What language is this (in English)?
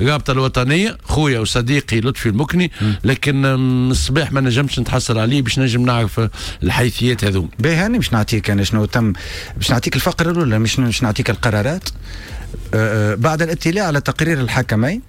Tunisian Arabic